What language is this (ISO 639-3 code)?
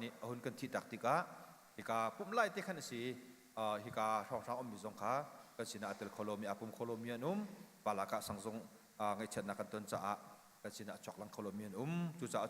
cnh